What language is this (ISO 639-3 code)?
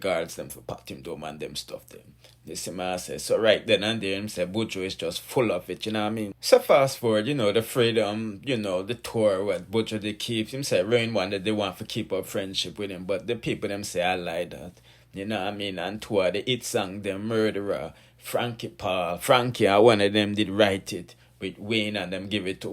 jam